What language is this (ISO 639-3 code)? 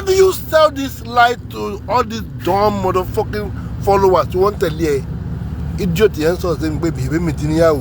yor